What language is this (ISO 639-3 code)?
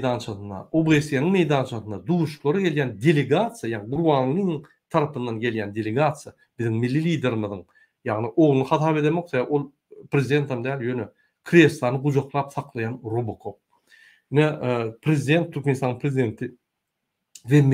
tuk